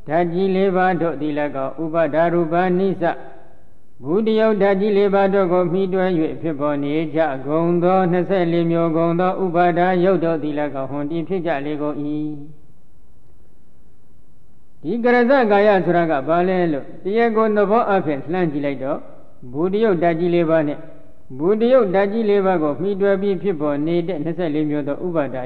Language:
Burmese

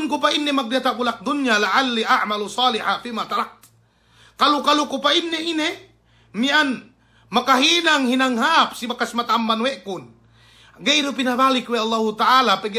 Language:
Yakan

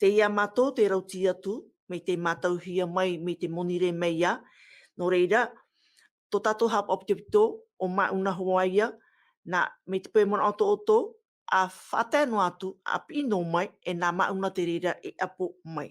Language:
Tahitian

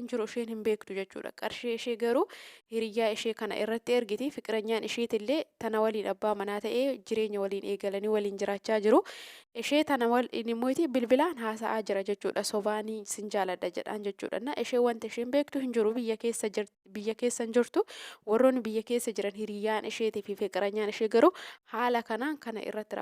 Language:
Oromo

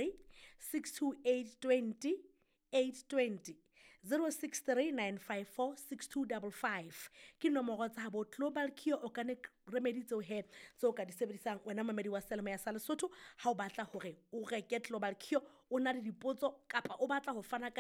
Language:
Southern Sotho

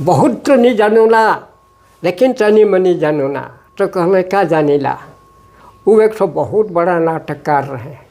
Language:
Sadri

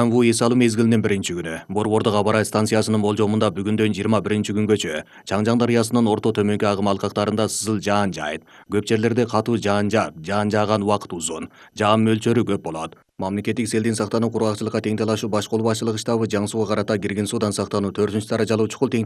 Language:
Kyrgyz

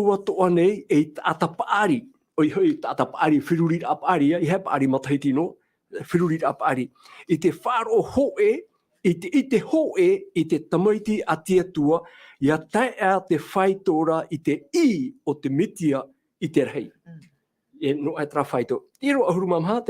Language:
Tahitian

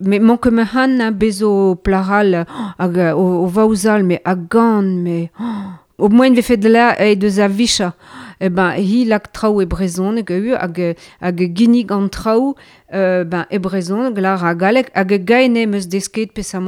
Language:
Breton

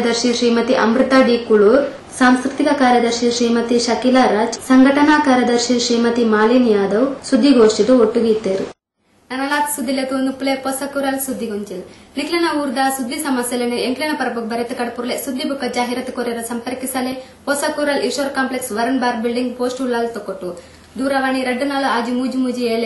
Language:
Tulu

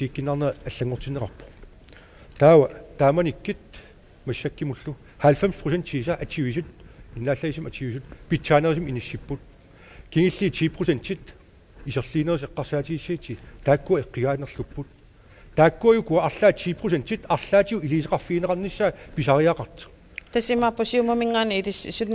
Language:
Kalaallisut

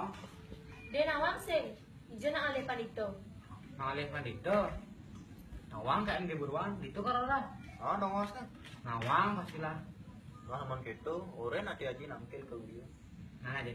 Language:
Balinese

